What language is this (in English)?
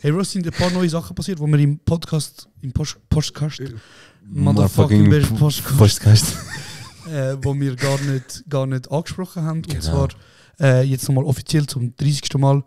Swiss German